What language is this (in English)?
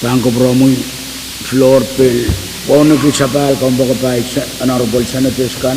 Pohnpeian